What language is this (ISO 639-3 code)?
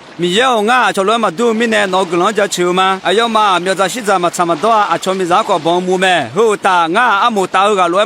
ahk